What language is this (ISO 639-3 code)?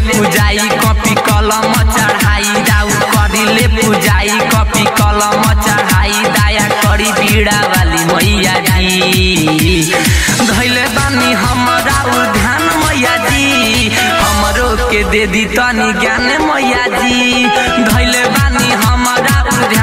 bho